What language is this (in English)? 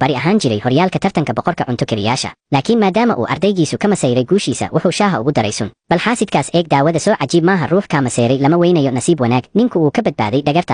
Somali